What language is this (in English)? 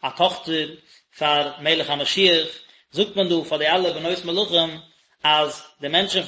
Yiddish